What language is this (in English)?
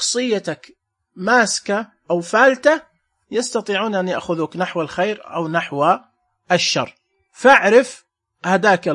Najdi Arabic